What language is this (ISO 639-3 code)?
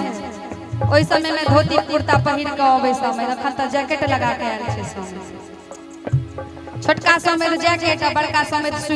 mai